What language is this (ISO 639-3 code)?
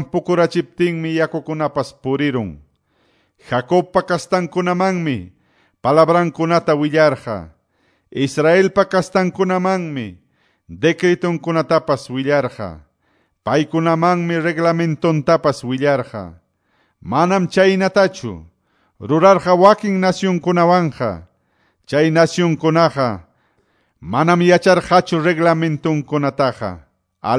que